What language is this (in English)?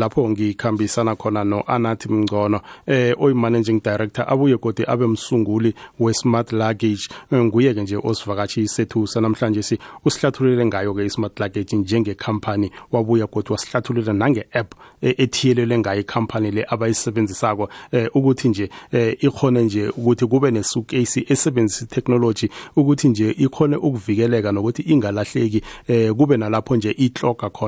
South Ndebele